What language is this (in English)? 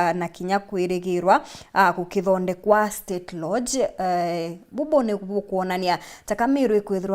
Meru